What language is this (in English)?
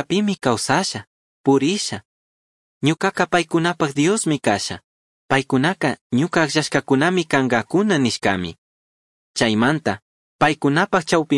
Chimborazo Highland Quichua